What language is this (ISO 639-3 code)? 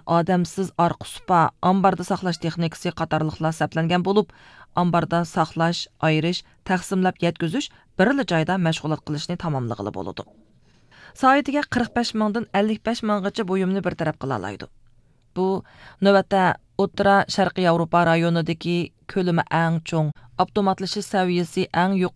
uig